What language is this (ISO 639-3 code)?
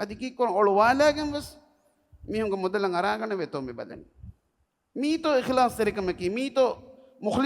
div